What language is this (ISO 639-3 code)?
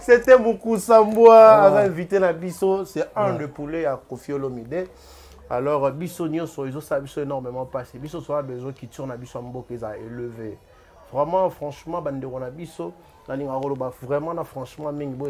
lin